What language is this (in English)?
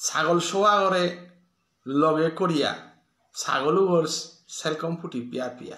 Bishnupriya